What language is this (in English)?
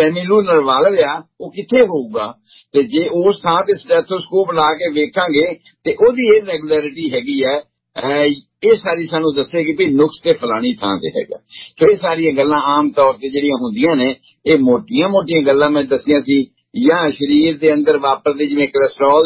Punjabi